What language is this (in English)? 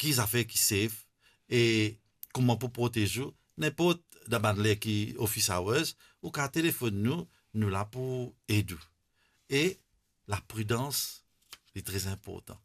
Morisyen